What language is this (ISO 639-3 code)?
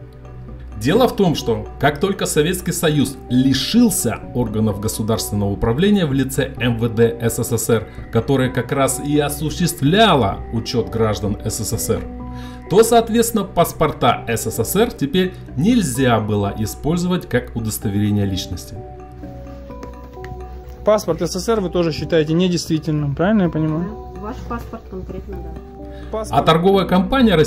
rus